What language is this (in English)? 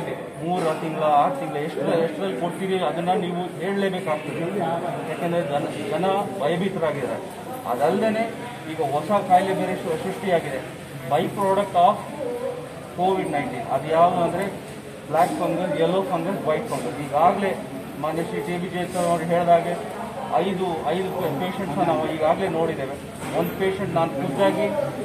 Kannada